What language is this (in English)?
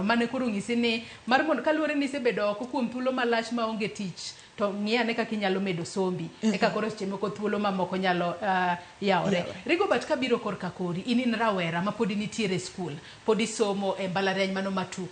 Luo (Kenya and Tanzania)